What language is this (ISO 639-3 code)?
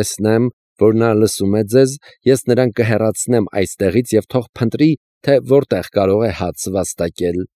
hye